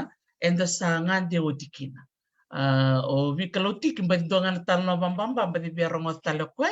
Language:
Fijian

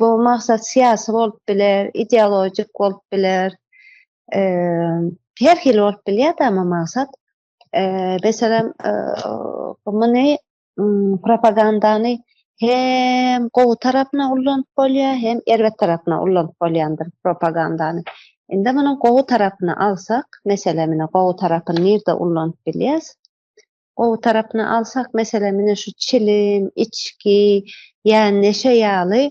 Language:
Turkmen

